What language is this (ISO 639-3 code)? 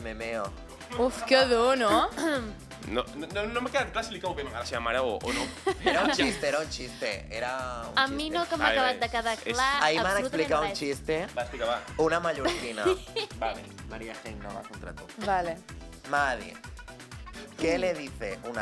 cat